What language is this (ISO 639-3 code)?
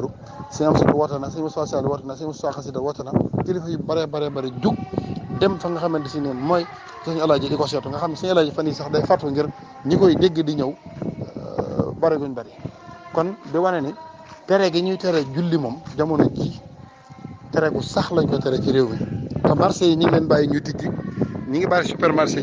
wol